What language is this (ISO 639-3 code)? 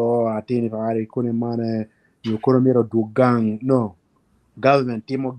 ach